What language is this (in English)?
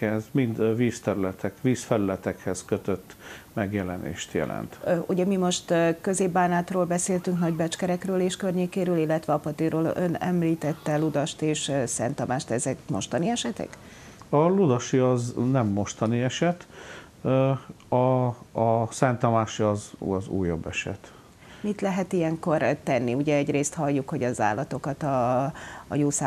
Hungarian